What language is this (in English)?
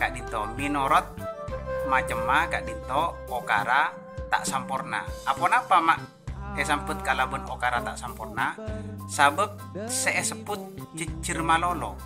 Madurese